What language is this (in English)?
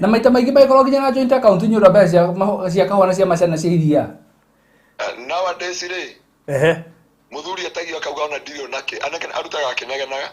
Kikuyu